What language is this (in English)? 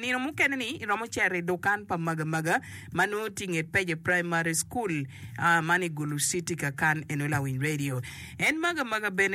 Acoli